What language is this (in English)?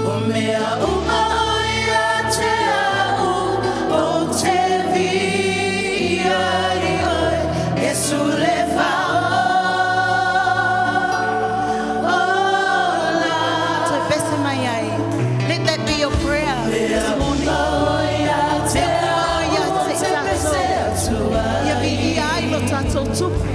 Samoan